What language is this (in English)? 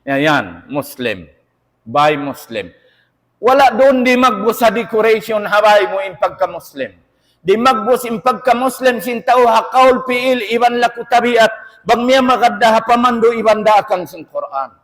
Tausug